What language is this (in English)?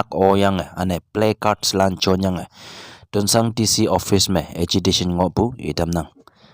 Konyak Naga